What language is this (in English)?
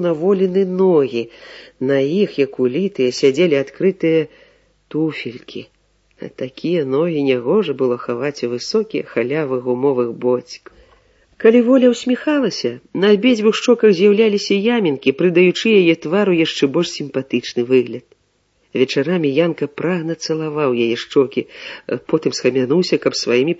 Belarusian